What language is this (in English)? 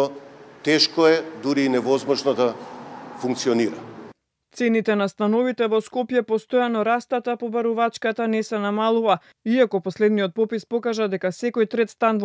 Macedonian